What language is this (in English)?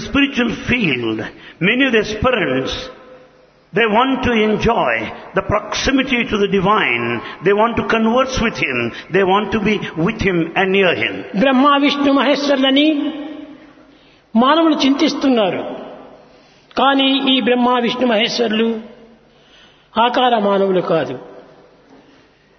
Telugu